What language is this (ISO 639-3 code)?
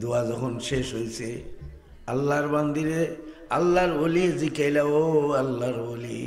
syl